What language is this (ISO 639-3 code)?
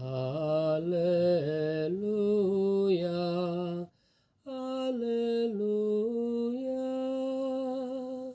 btx